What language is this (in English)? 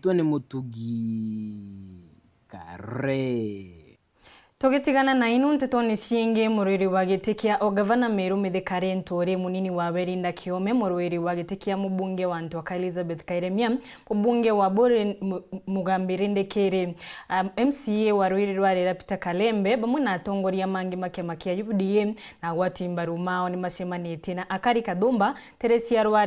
Meru